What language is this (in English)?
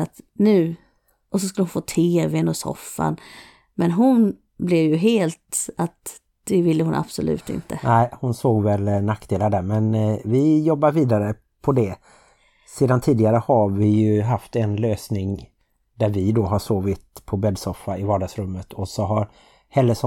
Swedish